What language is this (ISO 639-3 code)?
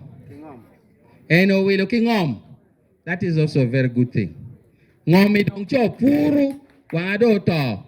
ach